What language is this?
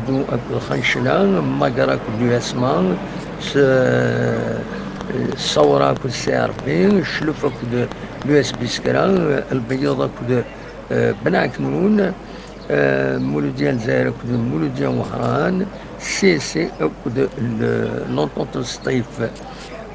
Kabyle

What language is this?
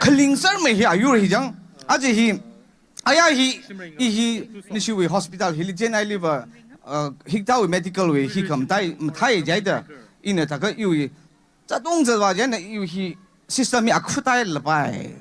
Tangkhul Naga (India)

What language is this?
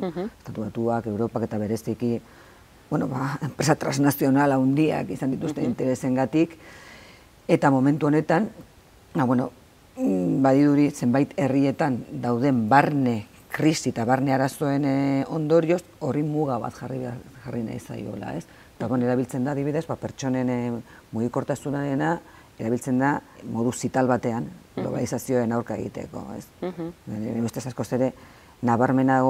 Basque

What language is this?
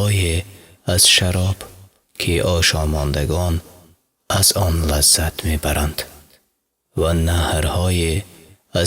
Tajik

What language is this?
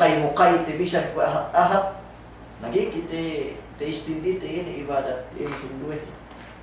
Yakan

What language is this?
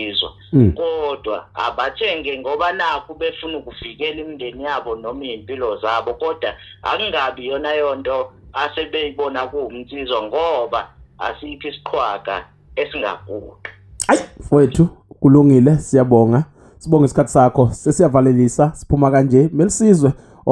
Zulu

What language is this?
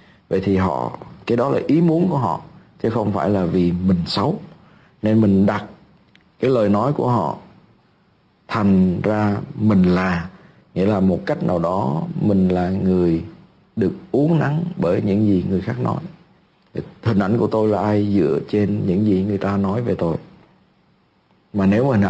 Vietnamese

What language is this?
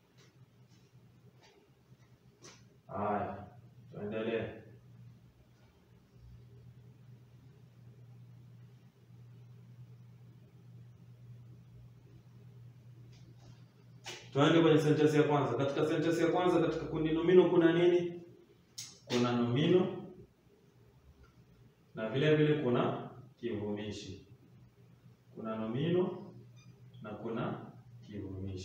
Swahili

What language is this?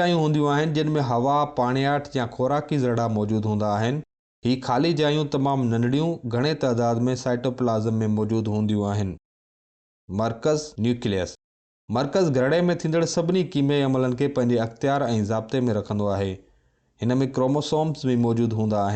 Sindhi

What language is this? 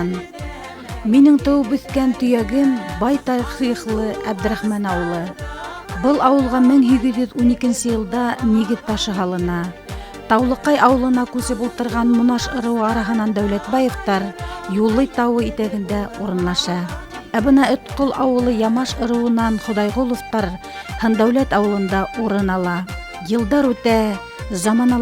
Bashkir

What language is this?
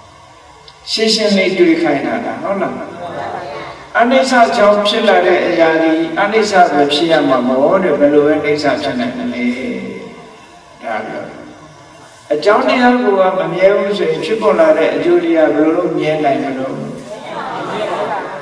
Burmese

